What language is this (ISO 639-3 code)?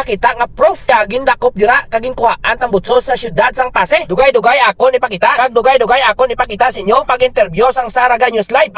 hil